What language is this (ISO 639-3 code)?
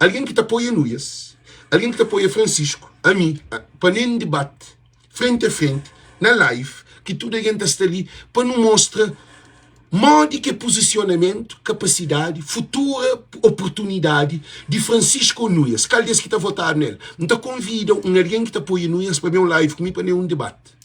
kea